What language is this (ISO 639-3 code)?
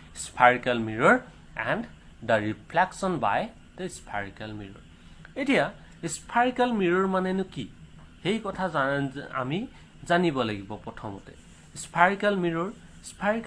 asm